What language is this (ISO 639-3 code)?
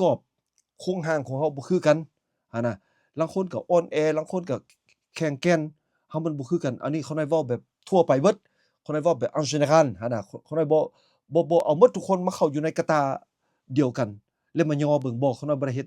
lao